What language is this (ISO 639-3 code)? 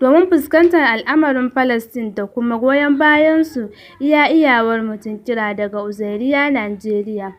hau